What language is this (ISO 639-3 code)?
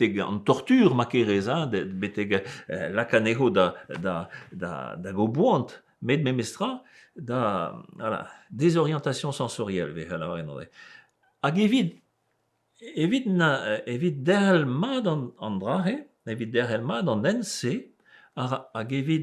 bre